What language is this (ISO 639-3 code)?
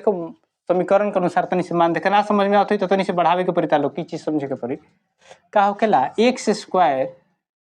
bho